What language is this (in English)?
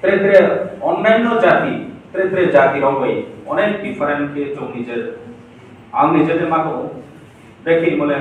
Riang (India)